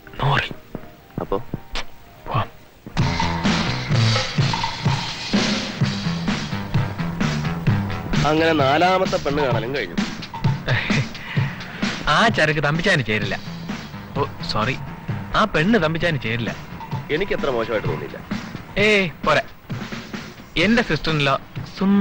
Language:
Malayalam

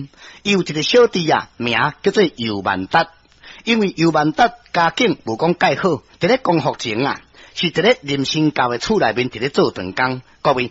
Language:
Min Nan Chinese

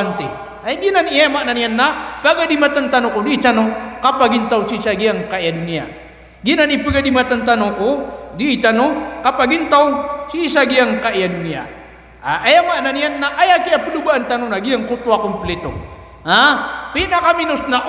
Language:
Maranao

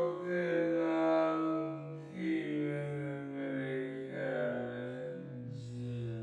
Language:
Saraiki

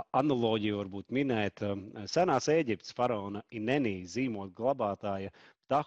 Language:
Latvian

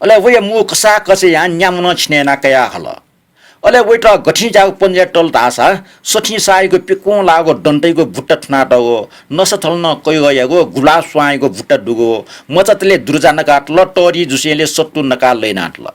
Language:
Newari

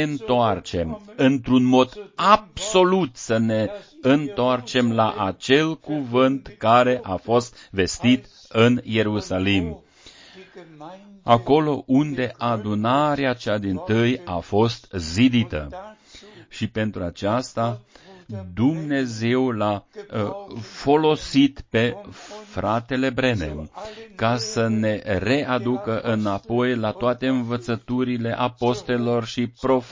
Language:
Romanian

